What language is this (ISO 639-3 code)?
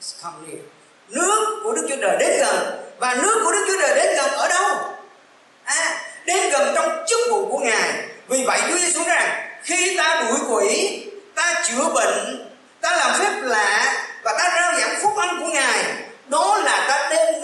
vie